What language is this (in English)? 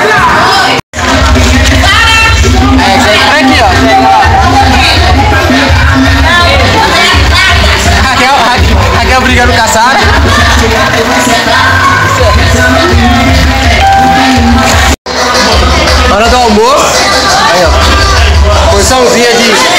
Portuguese